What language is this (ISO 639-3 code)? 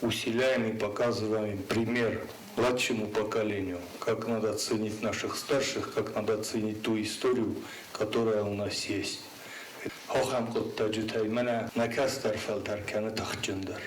oss